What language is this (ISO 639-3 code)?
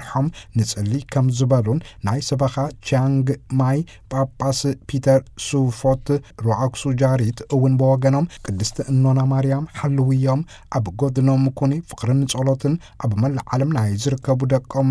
tir